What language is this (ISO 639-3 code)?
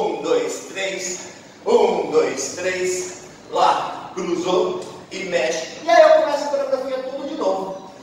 por